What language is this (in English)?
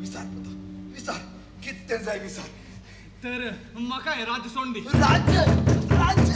Konkani